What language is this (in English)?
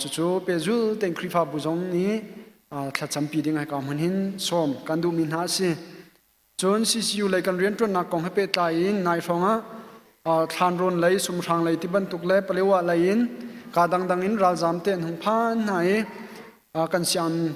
Hakha Chin